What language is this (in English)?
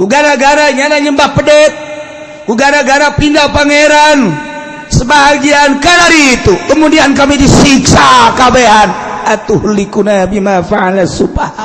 Sundanese